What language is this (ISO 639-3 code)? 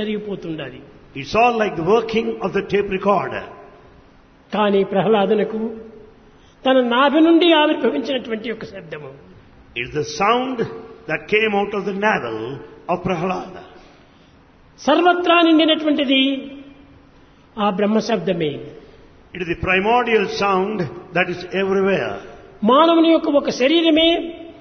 tel